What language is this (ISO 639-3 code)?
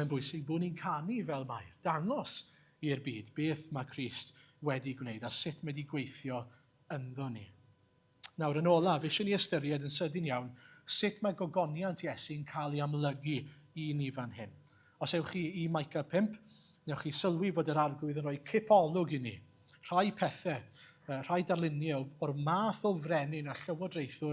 cym